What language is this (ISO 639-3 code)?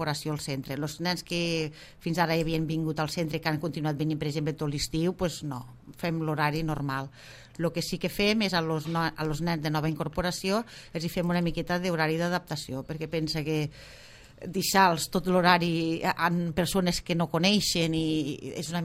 cat